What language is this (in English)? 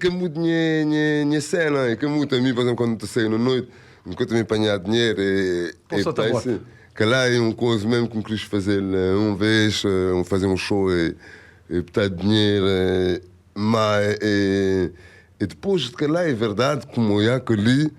Kabuverdianu